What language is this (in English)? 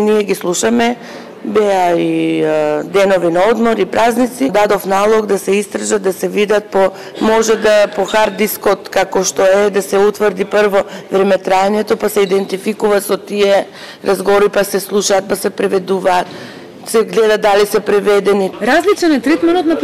Macedonian